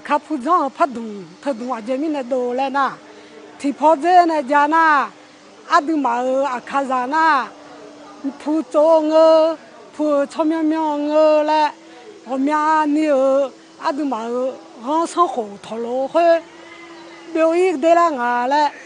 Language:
Akha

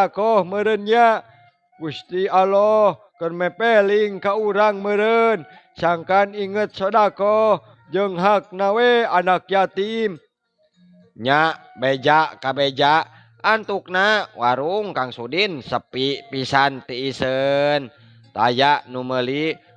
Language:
Sundanese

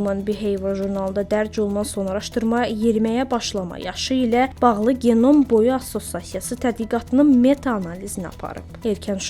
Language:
Azerbaijani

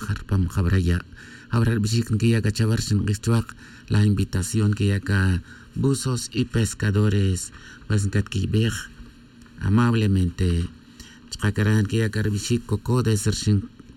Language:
Tz'utujil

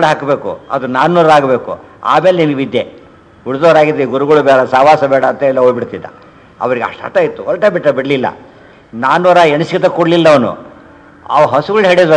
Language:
Kannada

